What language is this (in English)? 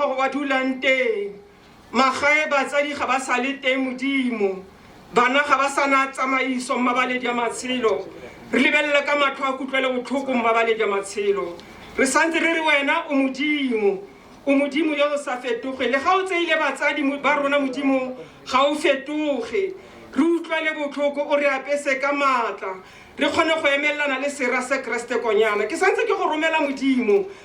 Tswana